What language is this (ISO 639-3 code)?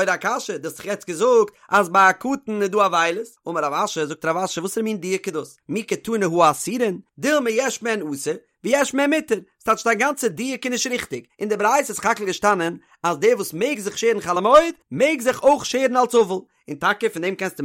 yid